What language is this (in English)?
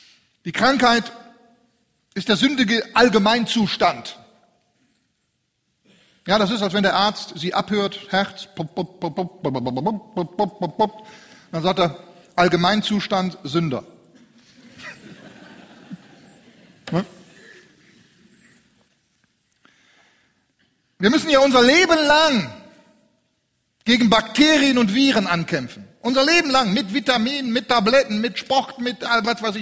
German